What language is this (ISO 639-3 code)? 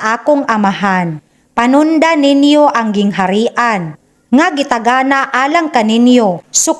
ceb